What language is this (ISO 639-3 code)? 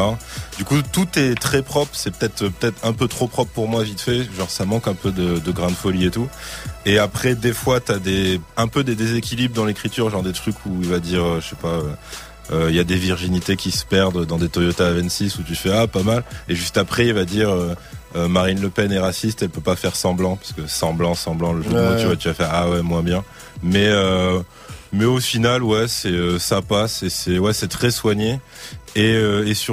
fra